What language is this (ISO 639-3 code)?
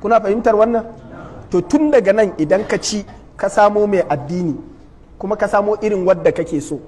hau